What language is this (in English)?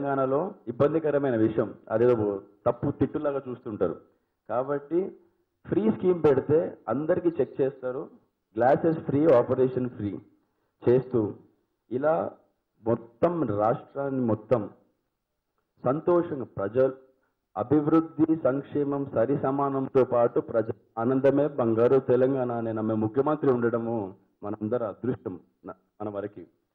Telugu